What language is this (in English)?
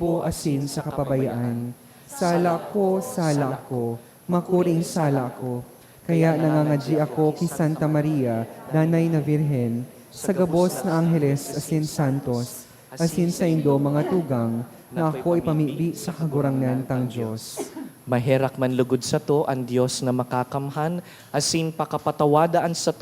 Bikol